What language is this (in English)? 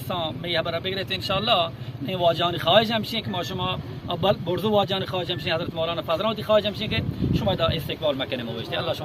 Eastern Balochi